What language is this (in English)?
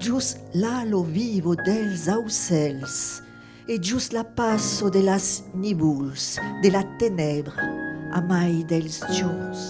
Occitan